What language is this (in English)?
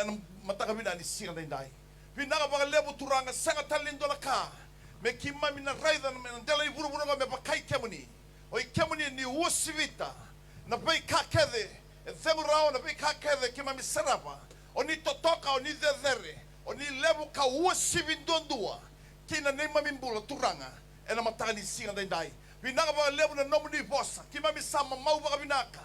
Fijian